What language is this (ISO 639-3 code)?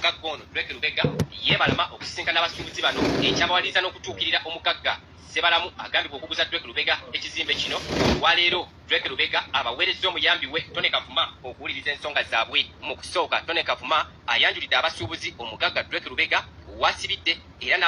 lug